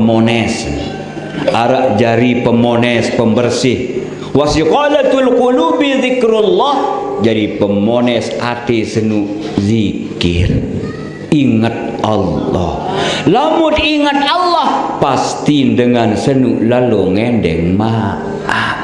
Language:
Sasak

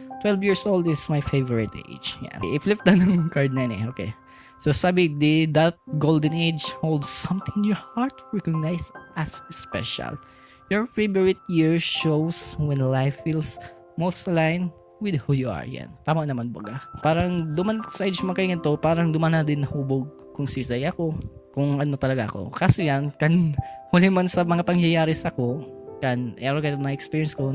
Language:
Bikol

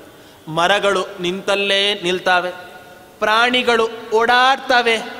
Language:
Kannada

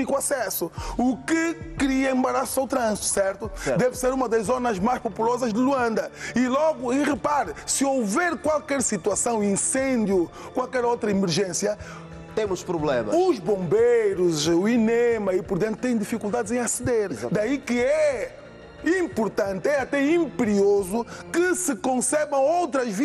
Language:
Portuguese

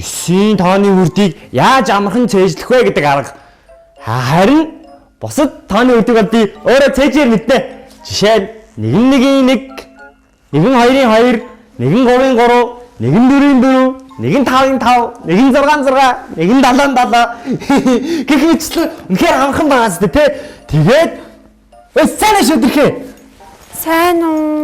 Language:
Mongolian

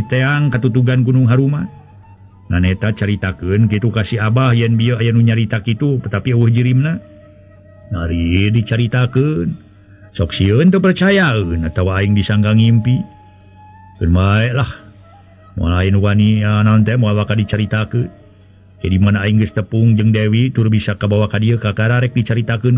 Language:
Sundanese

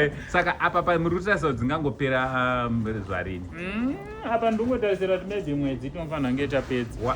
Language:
Shona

